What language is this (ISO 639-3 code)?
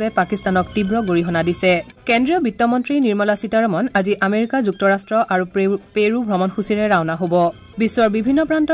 asm